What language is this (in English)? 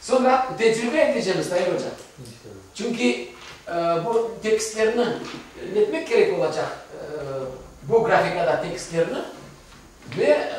Crimean Tatar